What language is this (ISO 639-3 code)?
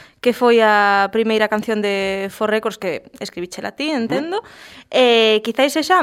glg